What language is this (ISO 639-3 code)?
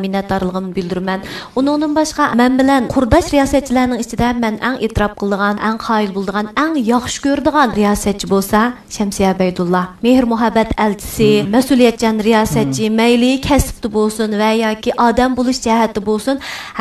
uig